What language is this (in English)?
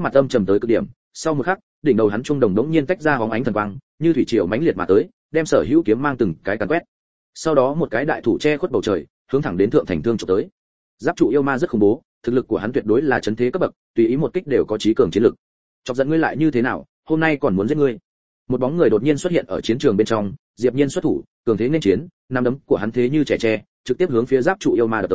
Vietnamese